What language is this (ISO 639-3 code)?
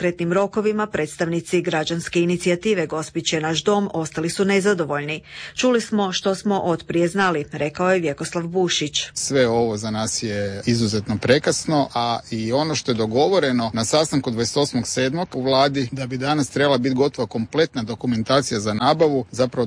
hrv